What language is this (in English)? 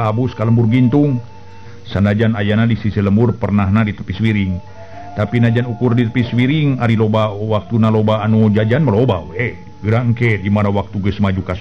Sundanese